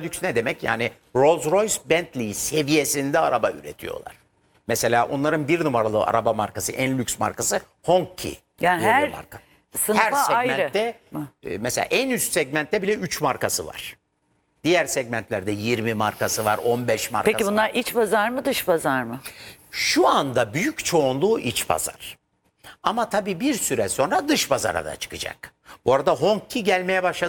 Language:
Turkish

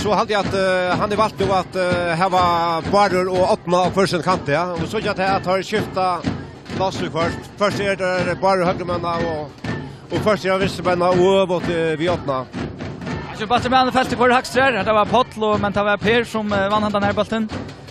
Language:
Faroese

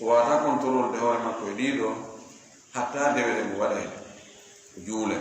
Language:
Fula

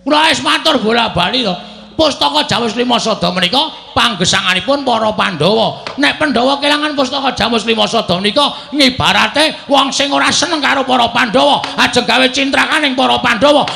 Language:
Javanese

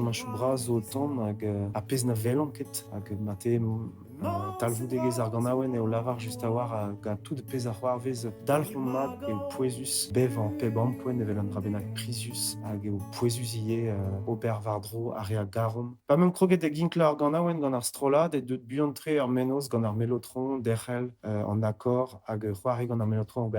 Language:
Breton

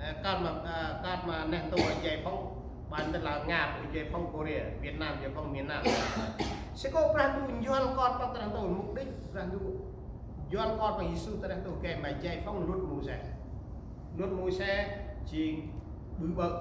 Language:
Central Mnong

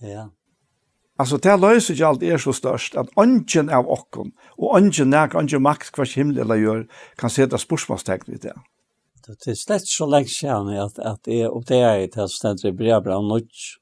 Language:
Faroese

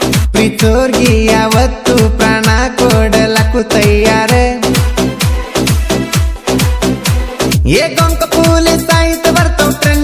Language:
Kannada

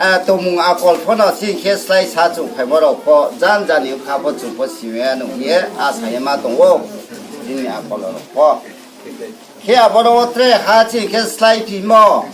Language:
Riang (India)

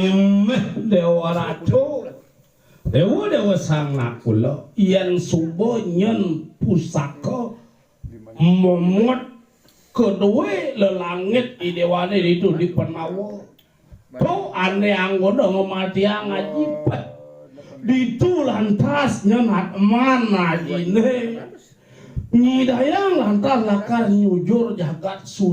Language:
Balinese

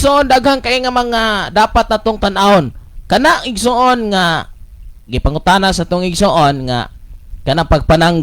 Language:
Cebuano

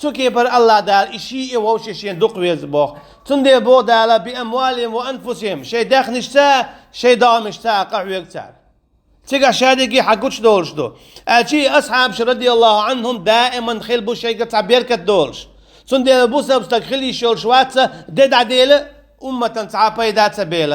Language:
Chechen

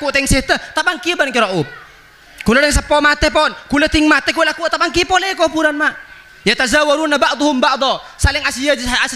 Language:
Madurese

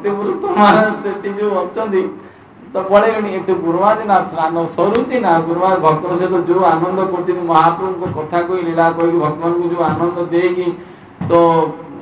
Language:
Odia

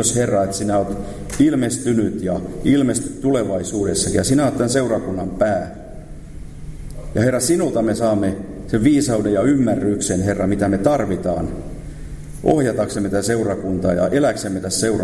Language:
Finnish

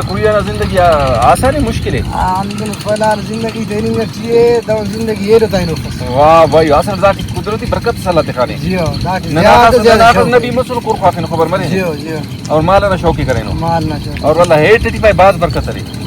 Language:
Brahui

